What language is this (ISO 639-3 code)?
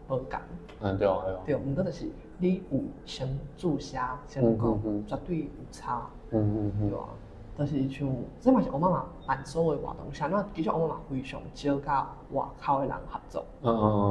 nan